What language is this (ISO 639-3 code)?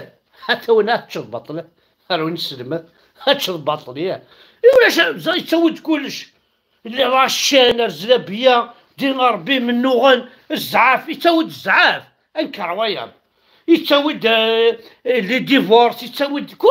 kab